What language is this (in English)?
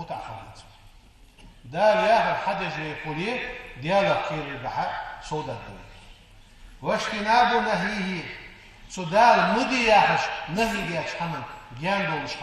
Ingush